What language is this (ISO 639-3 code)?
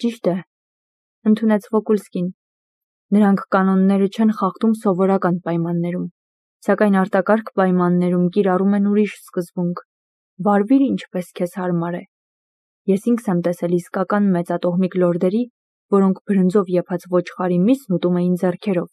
hye